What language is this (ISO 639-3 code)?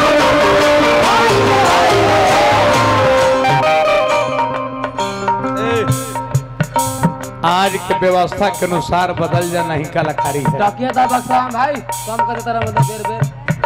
bho